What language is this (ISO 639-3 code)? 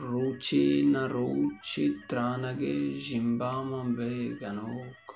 bal